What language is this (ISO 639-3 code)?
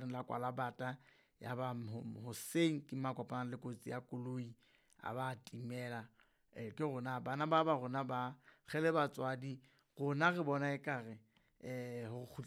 sot